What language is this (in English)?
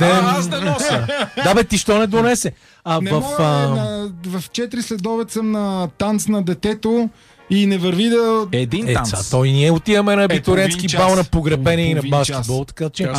Bulgarian